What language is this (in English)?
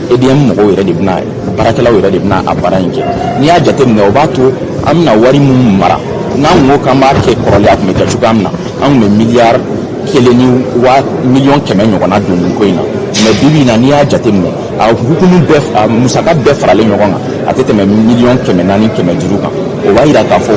Bambara